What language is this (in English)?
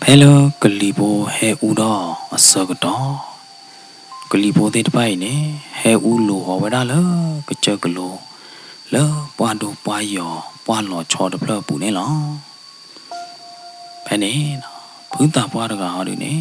S'gaw Karen